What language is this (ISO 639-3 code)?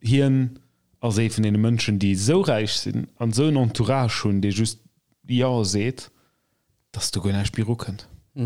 ltz